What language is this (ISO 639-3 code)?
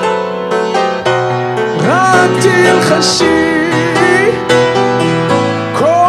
heb